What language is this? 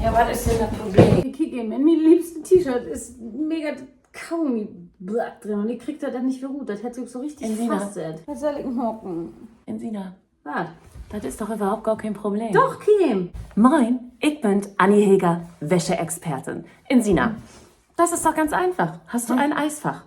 Low German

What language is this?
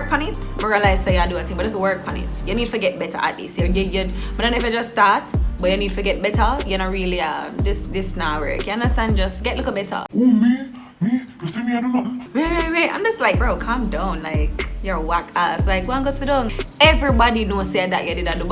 Jamaican Creole English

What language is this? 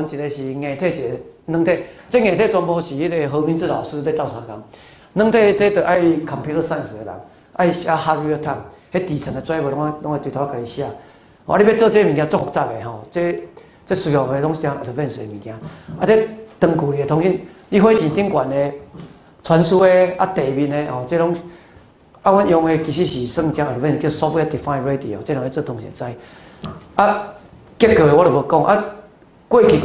Min Nan Chinese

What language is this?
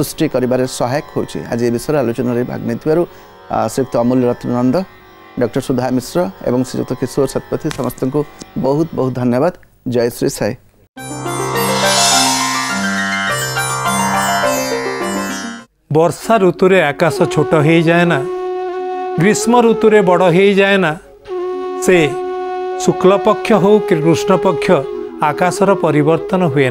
Odia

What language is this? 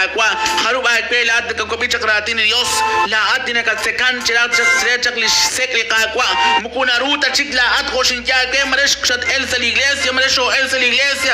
Kekchí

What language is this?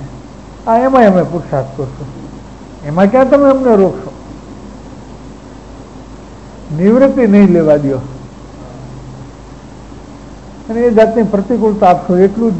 Gujarati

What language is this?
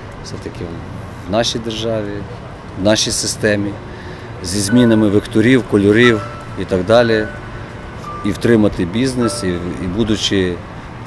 Ukrainian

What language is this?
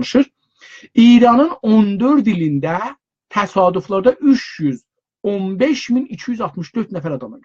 South Azerbaijani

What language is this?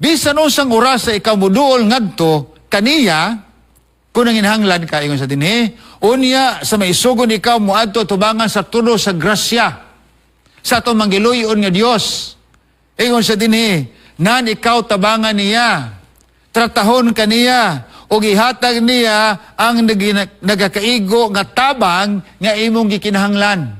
Cebuano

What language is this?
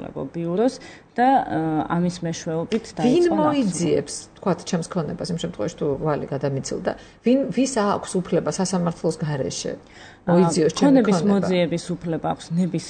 Georgian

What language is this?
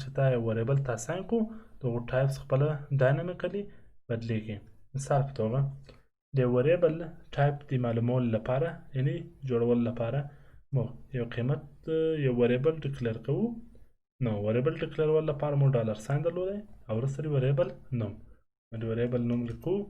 Pashto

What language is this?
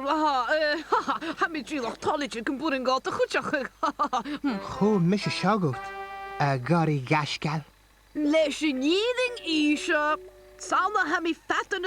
Scottish Gaelic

